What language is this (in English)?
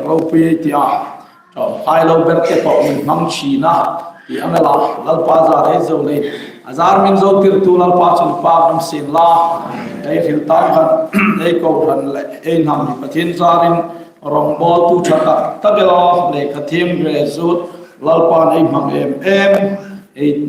Hmar